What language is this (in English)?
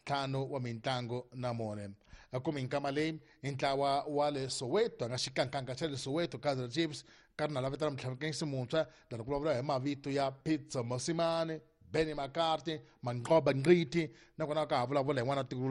Tsonga